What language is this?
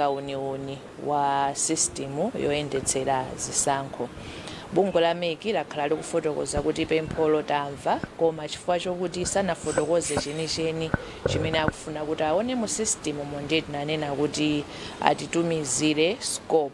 Nyanja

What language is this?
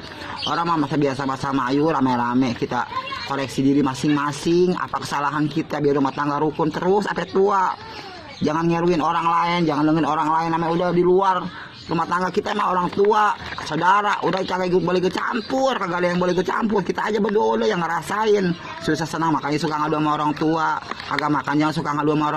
Betawi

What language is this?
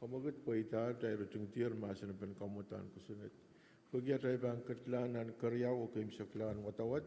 Pohnpeian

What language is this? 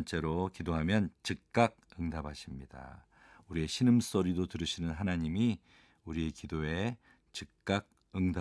Korean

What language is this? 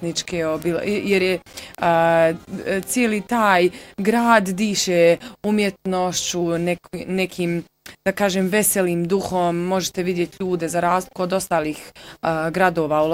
Bosnian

